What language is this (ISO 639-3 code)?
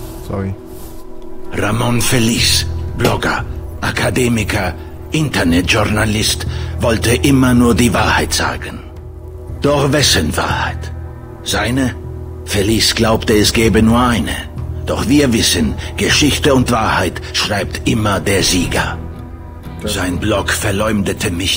deu